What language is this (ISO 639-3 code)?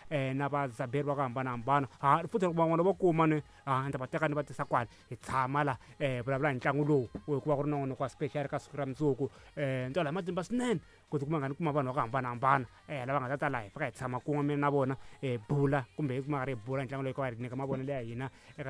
tso